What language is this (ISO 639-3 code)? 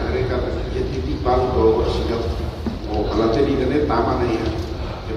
tet